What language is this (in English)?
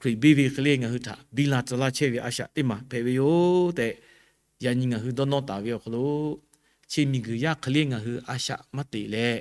Lahu